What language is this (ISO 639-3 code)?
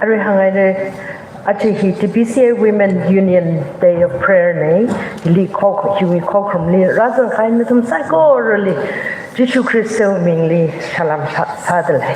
nmf